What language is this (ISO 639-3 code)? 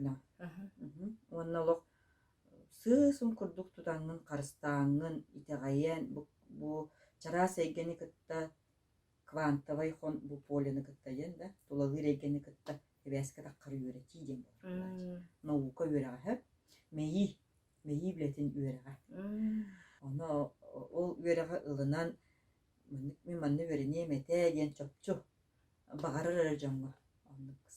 sah